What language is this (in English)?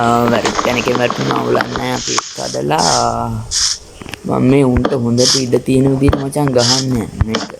Sinhala